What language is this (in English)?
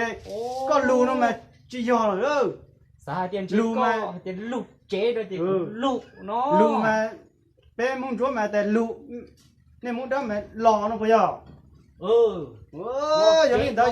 Hmong